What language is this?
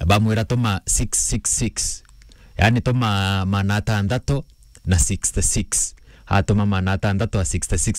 Meru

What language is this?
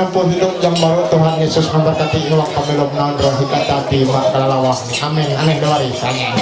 Ma'anyan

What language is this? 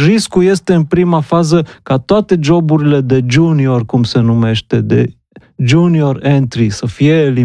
Romanian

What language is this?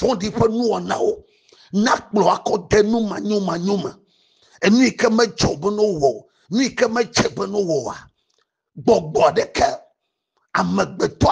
Ewe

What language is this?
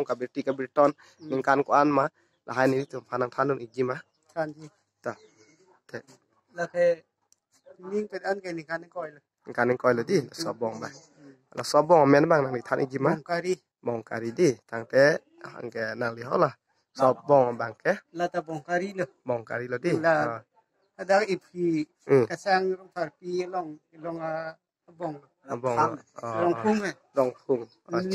Karbi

